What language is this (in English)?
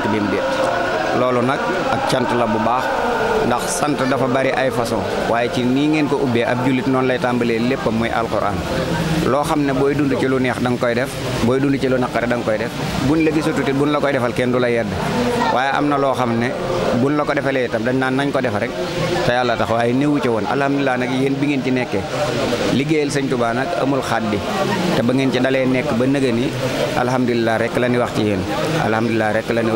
Wolof